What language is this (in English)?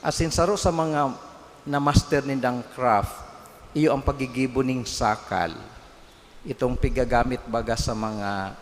Bikol